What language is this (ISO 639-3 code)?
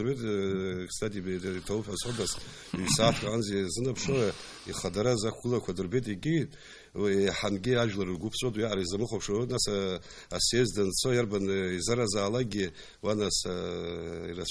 abk